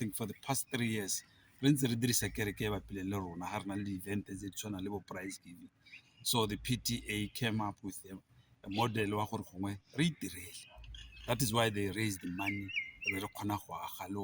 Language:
Tswana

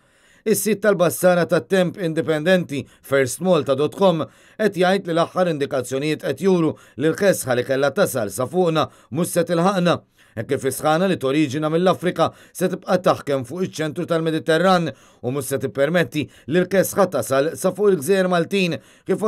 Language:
Maltese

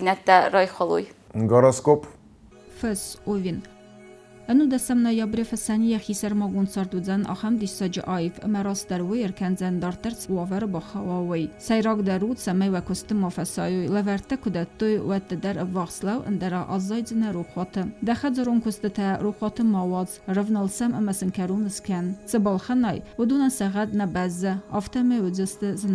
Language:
Ossetic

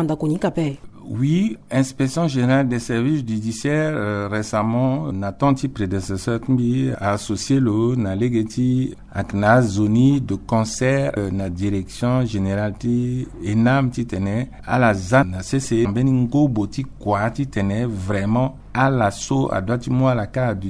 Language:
Sango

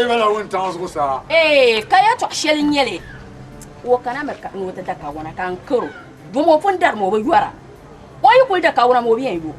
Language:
Dagbani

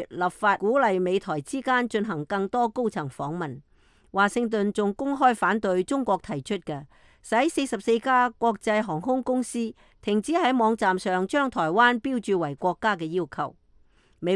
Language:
Cantonese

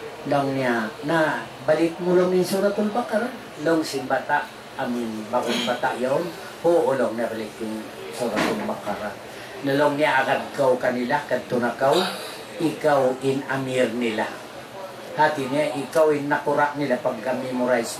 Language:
Tausug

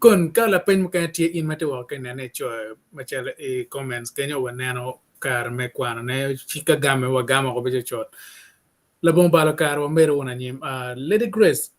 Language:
Acoli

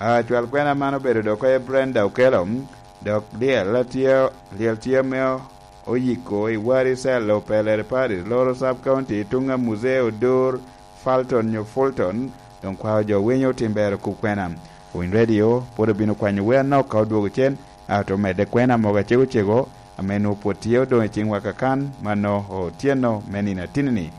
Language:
Lango (Uganda)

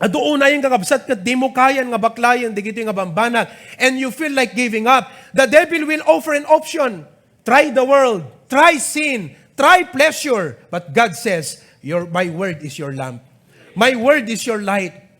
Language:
Iloko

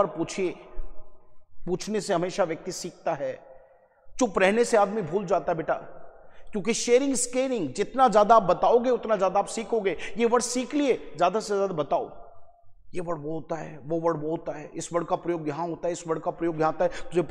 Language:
Hindi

